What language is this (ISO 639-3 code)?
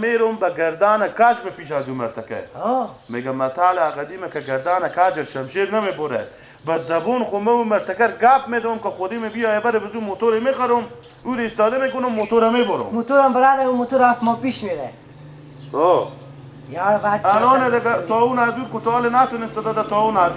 fas